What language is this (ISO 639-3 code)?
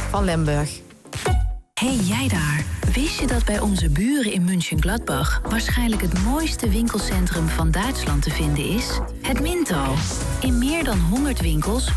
nld